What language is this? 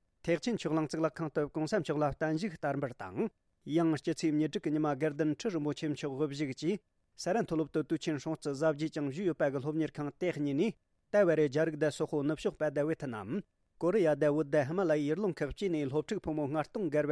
Tibetan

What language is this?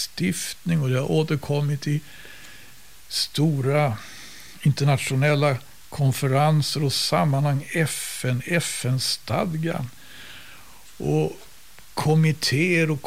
Swedish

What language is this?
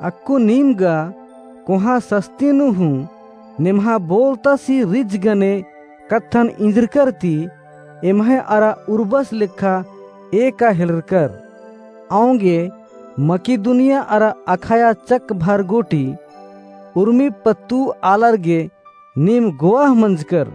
Kurukh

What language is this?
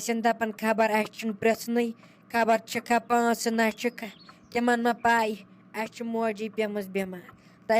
Kashmiri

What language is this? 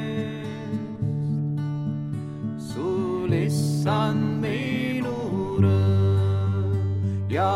Estonian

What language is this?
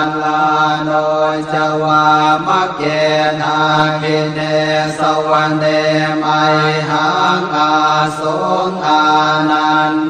Pali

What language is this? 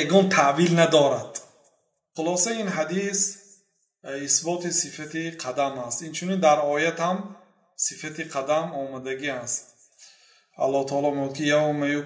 Persian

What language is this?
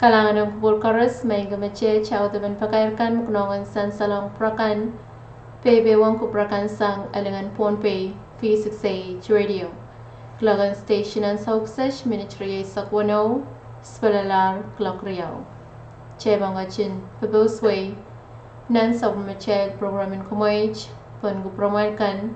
Pohnpeian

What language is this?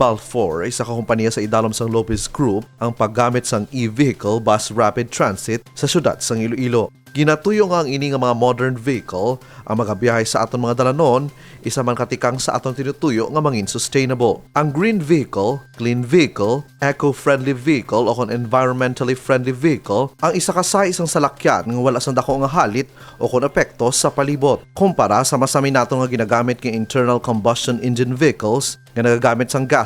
Hiligaynon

